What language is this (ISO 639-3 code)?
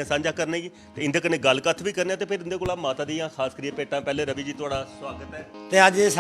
doi